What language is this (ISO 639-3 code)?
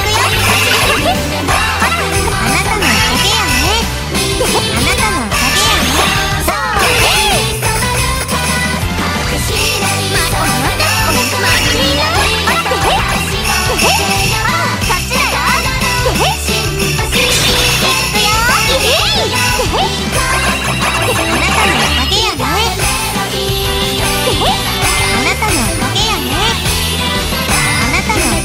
jpn